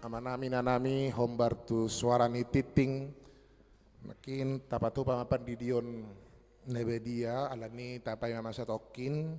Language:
Batak Toba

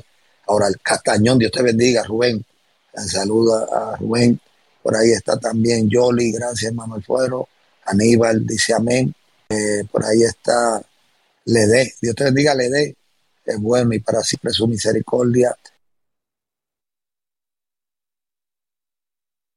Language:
Spanish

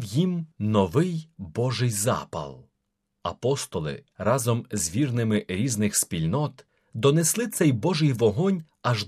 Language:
Ukrainian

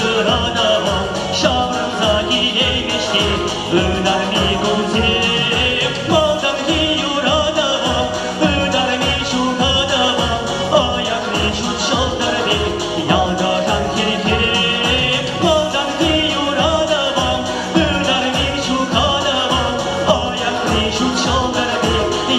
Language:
Chuvash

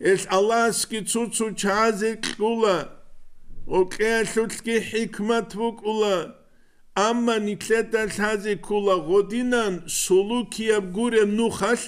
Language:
Avaric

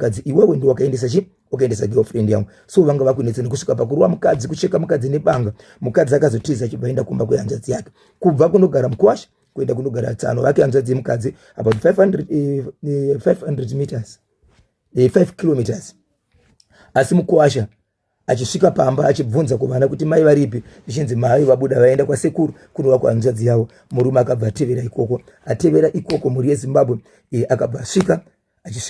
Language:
Shona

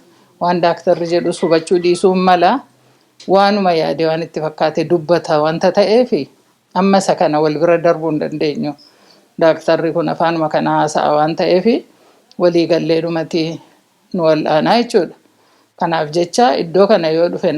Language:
Oromo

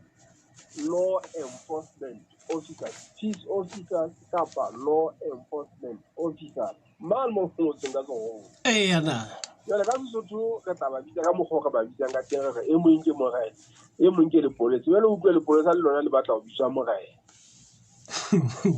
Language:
Southern Sotho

